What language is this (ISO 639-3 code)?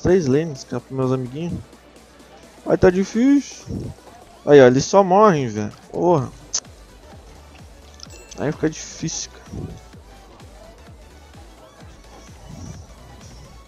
por